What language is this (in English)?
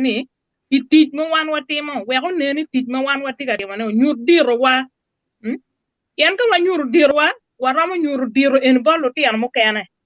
Acoli